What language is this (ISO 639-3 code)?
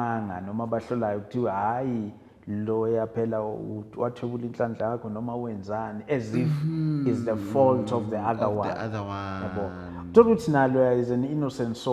zul